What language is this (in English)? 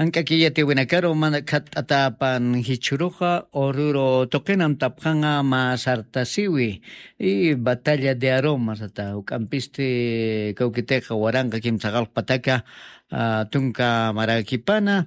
Aymara